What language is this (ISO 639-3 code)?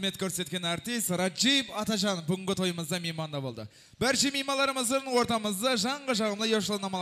kaz